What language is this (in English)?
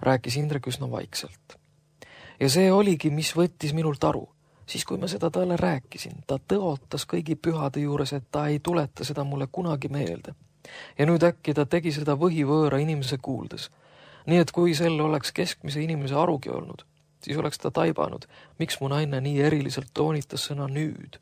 Estonian